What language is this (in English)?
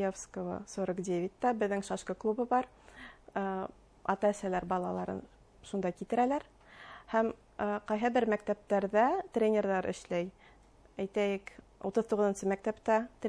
Bashkir